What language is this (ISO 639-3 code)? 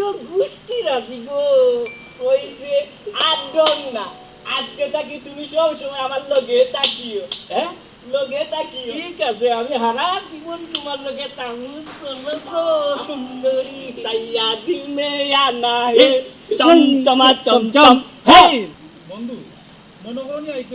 syl